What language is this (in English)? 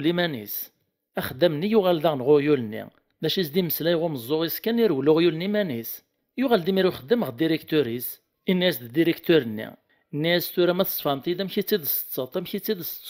Kabyle